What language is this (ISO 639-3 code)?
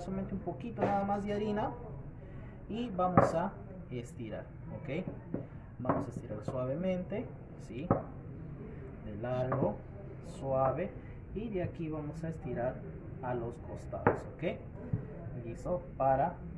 spa